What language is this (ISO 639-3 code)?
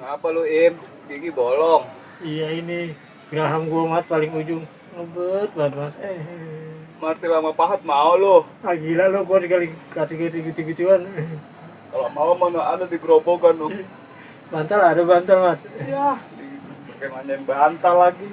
bew